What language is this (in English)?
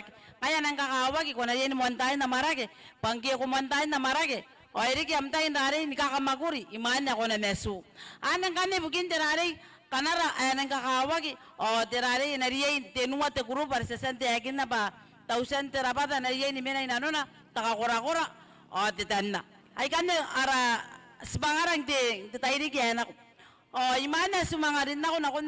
Gilbertese